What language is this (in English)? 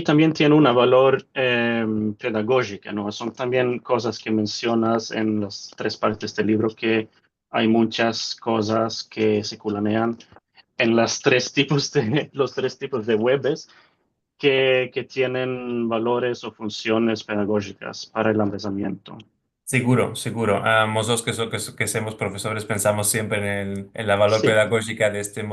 Ladino